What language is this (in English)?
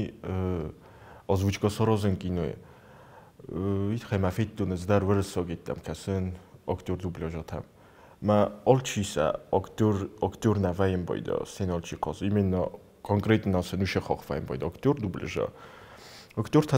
Ossetic